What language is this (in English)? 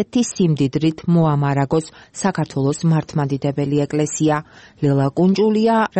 Georgian